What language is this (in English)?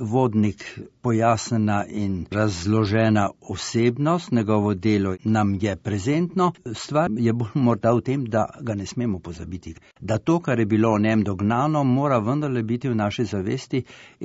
Slovenian